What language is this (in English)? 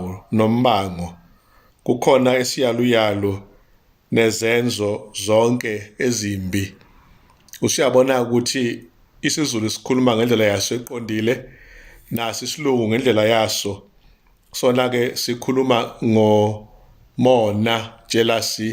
Zulu